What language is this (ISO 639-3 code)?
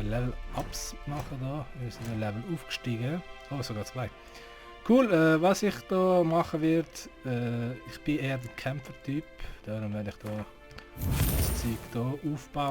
gsw